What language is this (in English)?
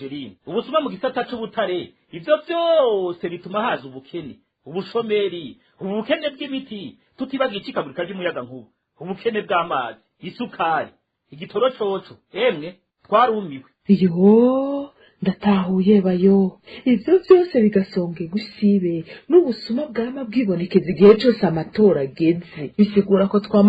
Rundi